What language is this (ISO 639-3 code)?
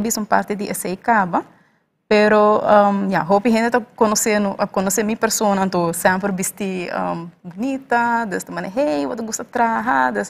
pap